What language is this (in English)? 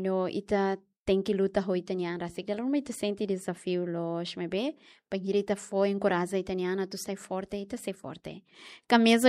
Tetum